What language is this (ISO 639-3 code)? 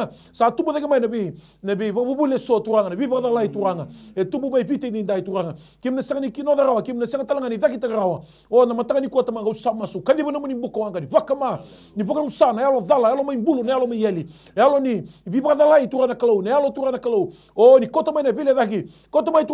fij